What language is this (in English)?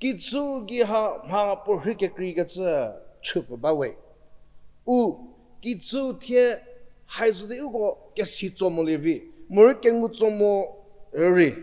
Angami Naga